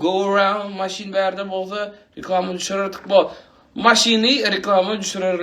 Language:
Turkmen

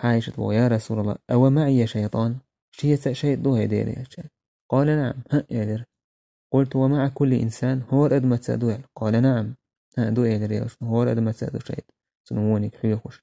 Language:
Chechen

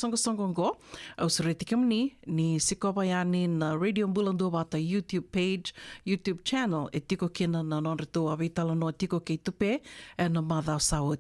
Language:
Fijian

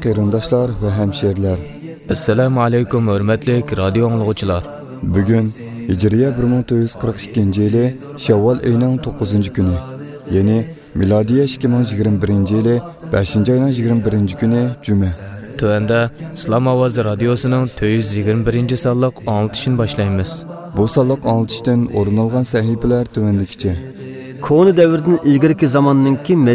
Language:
Uyghur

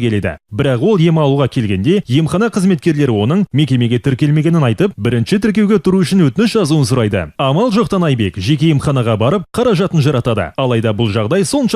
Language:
Kazakh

